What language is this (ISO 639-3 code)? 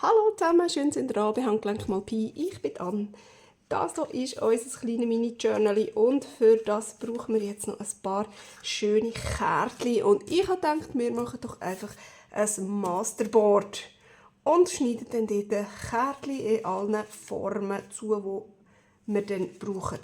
gsw